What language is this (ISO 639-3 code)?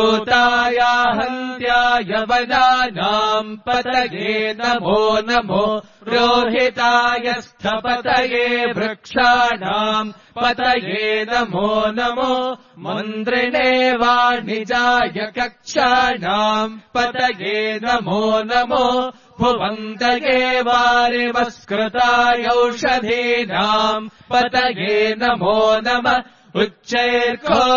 san